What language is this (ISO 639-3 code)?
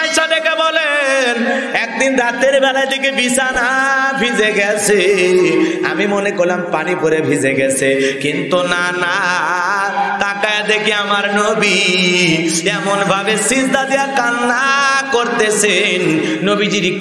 ben